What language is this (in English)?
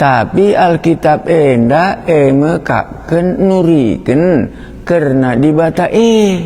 Batak Karo